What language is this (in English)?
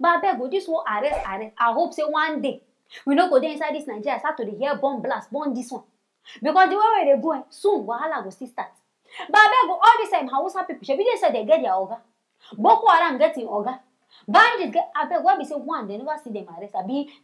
Nigerian Pidgin